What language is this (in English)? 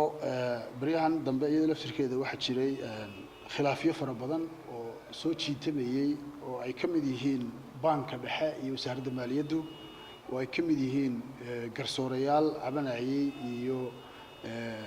Somali